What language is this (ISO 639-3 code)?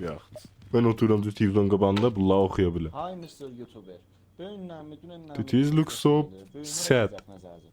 azb